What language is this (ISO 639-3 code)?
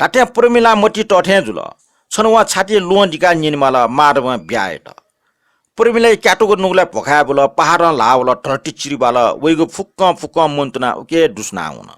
new